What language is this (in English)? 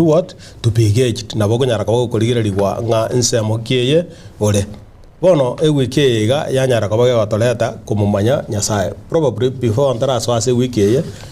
Gusii